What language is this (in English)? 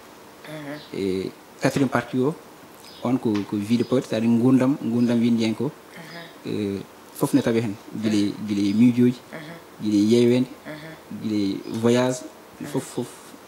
Fula